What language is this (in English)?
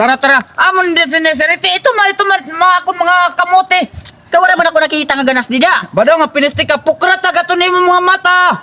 Waray